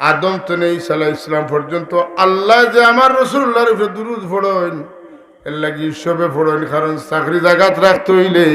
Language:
Sylheti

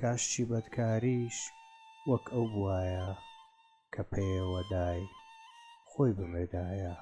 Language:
Central Kurdish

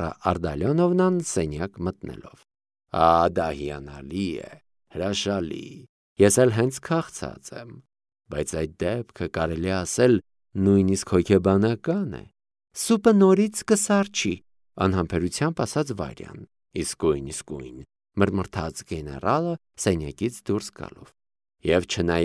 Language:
Armenian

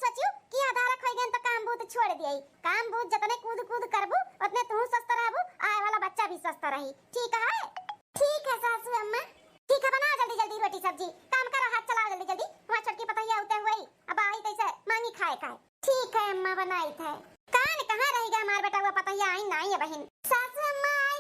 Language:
Awadhi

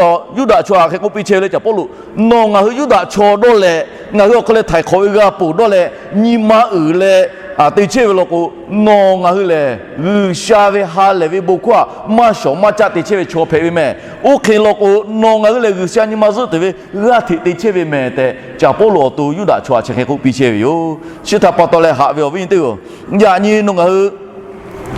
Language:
Lahu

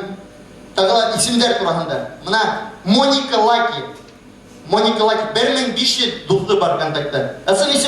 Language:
Bashkir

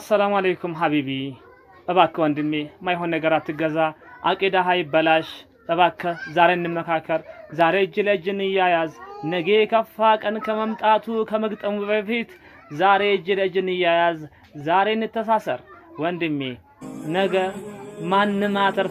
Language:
Amharic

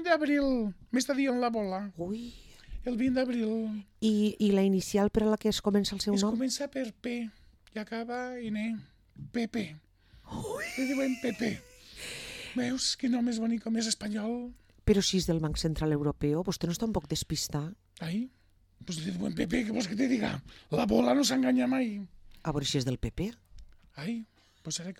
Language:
Catalan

